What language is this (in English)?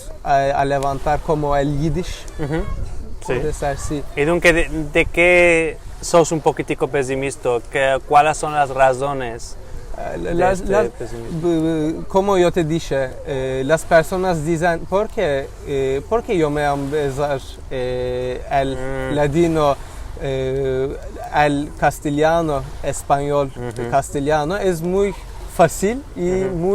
Ladino